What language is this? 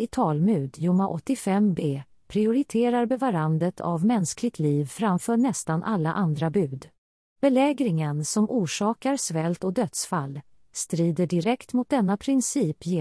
Swedish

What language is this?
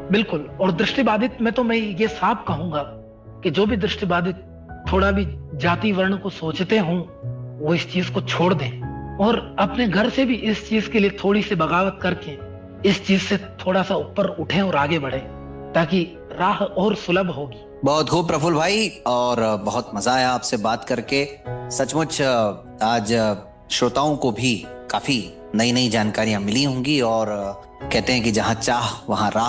Hindi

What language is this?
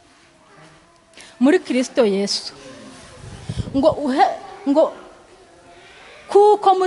Kinyarwanda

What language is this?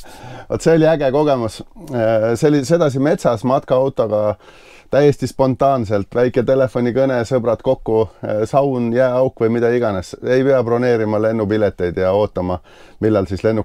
Estonian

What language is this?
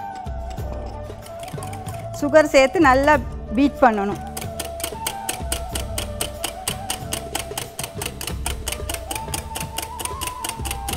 Tamil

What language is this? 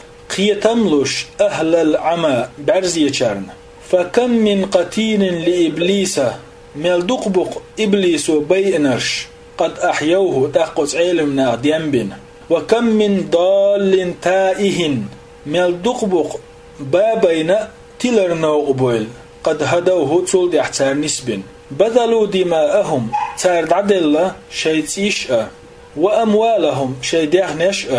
Chechen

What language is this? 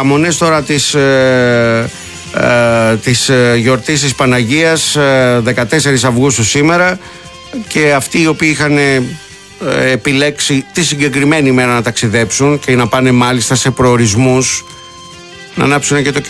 Greek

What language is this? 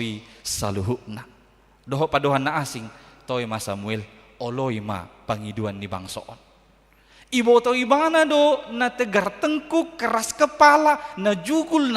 Batak Toba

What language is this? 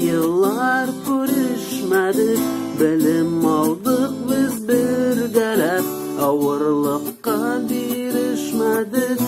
Tatar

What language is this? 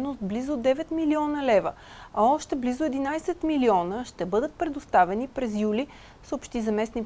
Bulgarian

